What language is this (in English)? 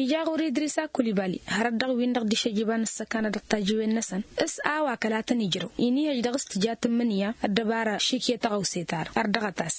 Tamasheq